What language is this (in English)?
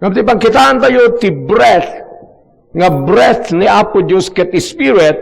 Iloko